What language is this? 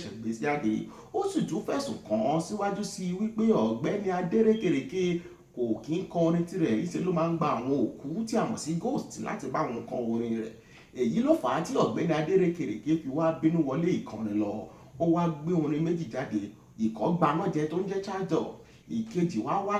Yoruba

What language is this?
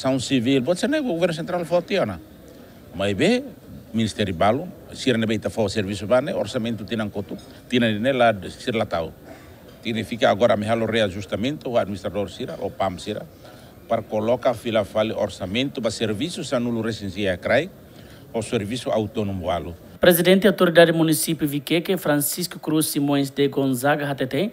Tetum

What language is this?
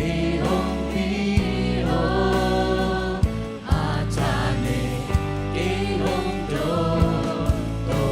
Tedim Chin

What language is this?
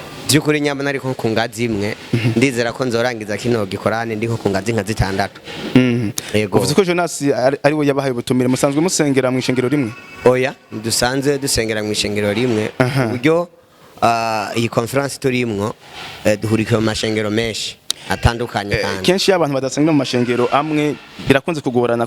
Rundi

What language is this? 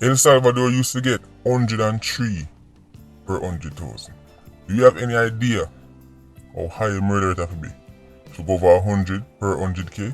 Jamaican Creole English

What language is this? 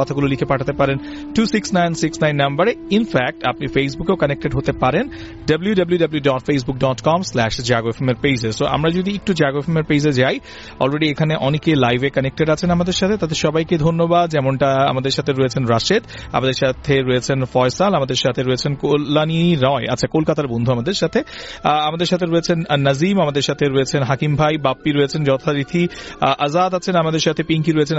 Bangla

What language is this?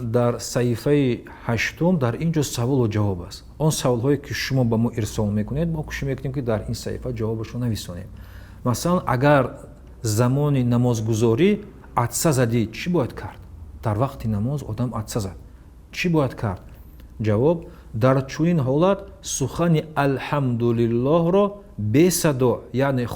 Tajik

